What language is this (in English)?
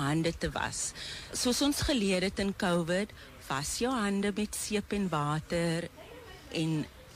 Afrikaans